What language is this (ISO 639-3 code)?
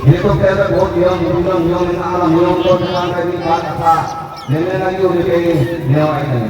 sat